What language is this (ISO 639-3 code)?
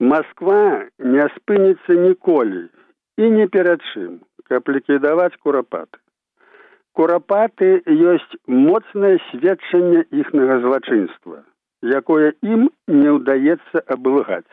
bel